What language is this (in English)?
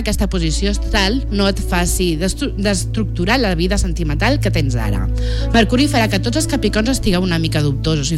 Catalan